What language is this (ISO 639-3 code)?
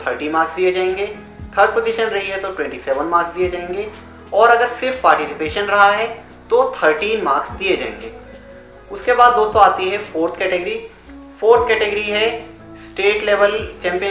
hin